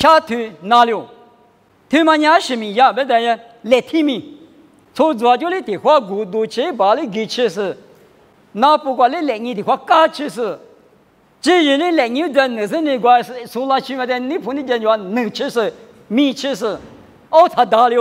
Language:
Lisu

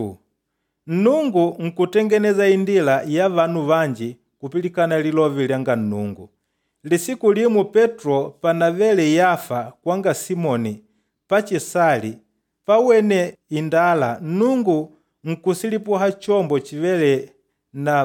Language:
Makonde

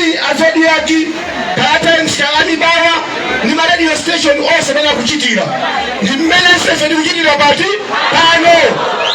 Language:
Nyanja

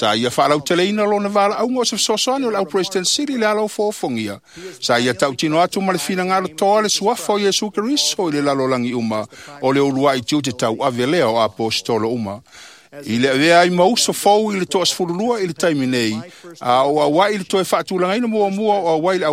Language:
Samoan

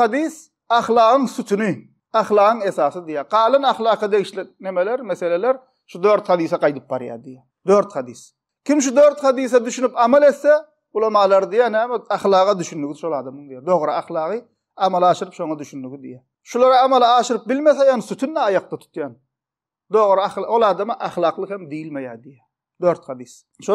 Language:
Turkmen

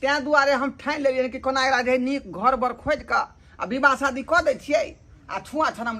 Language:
Maithili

